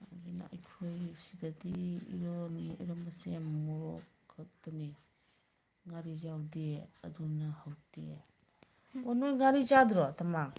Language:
Manipuri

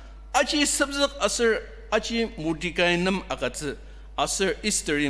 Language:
Ao Naga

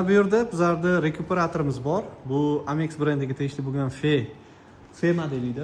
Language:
Uzbek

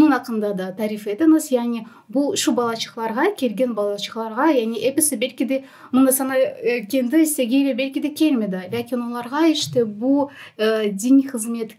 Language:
Crimean Tatar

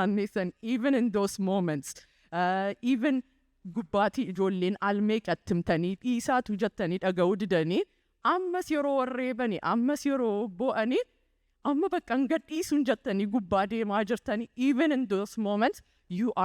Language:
Oromo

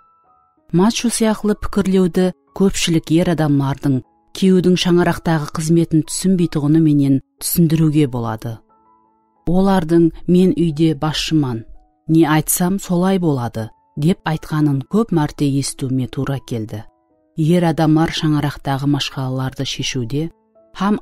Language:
Kara-Kalpak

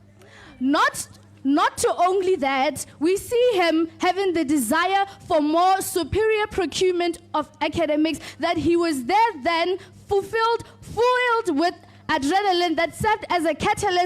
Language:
Tswana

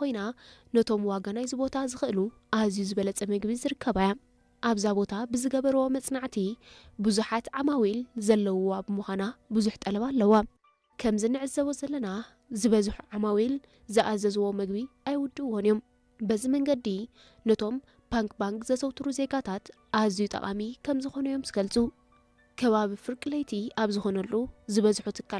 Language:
Tigrinya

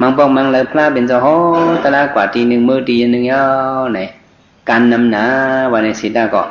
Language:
Shan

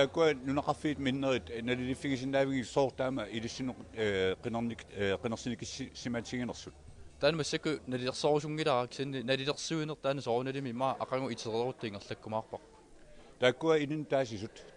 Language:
Kalaallisut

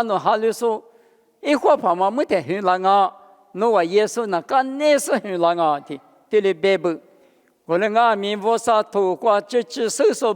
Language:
Lisu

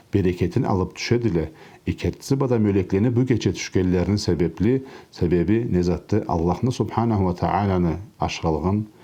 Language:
Karachay-Balkar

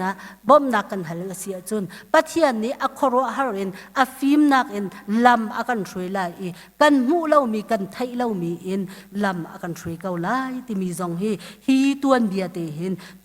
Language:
Hakha Chin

